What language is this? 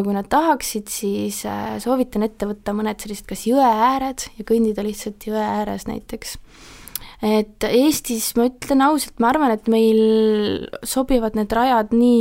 Estonian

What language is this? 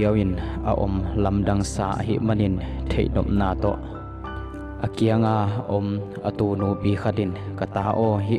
Tedim Chin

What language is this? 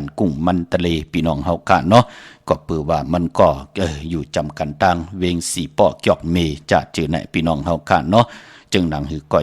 Shan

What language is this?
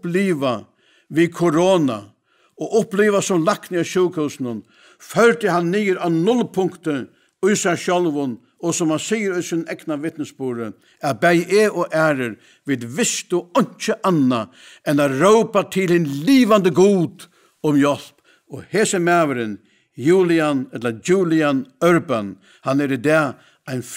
Faroese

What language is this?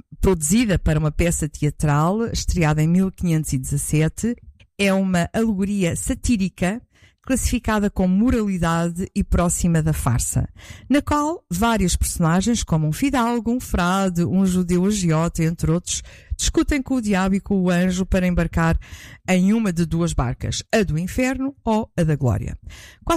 Portuguese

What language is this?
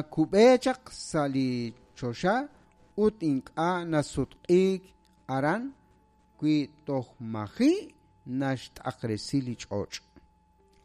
Kekchí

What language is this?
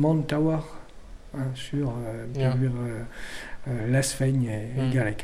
Breton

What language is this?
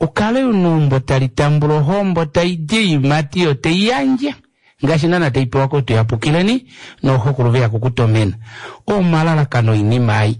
Kuanyama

